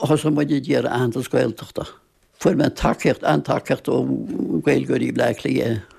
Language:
Irish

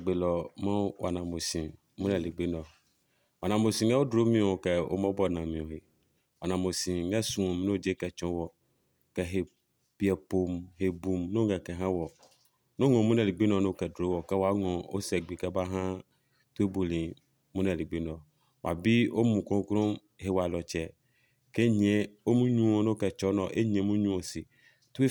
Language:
Adangme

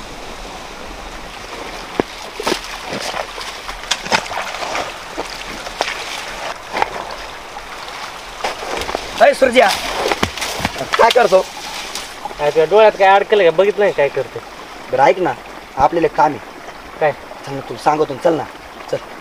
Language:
Marathi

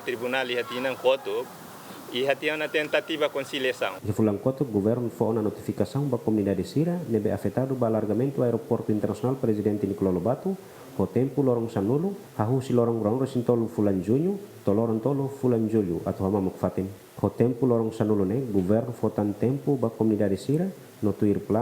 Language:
Tetum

